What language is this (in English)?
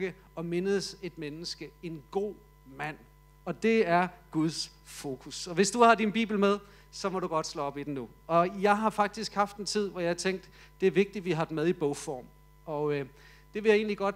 Danish